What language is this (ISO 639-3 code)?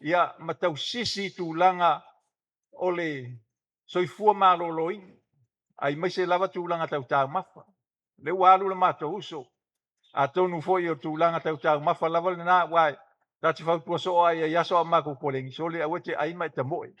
smo